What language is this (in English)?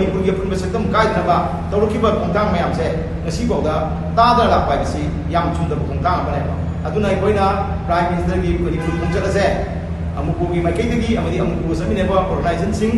Manipuri